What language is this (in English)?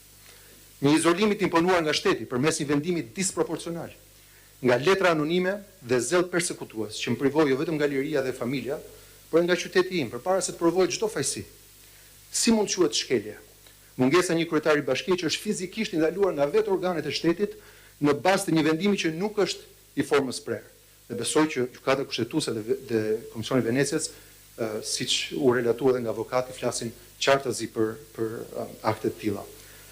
Albanian